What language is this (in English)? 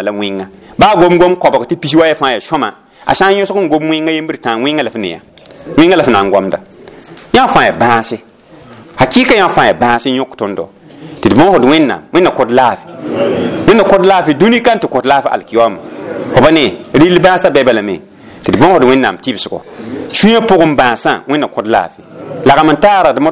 Mossi